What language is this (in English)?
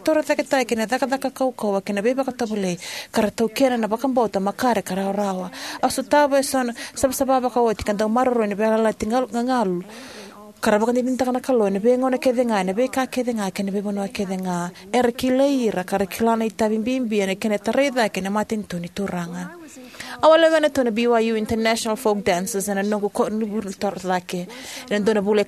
Fijian